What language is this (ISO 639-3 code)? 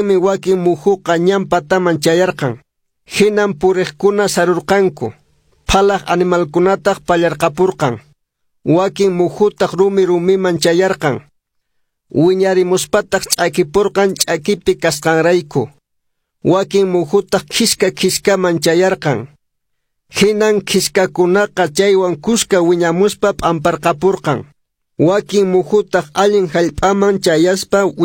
que